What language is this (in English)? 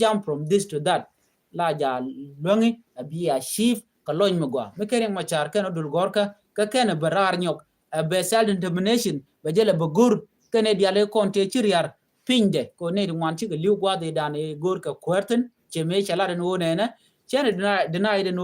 Nuer